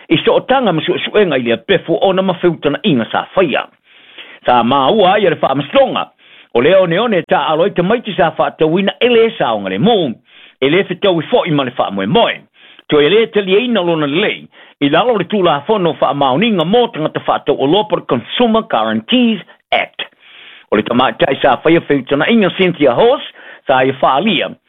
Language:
Samoan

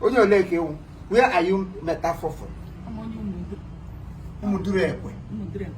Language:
Igbo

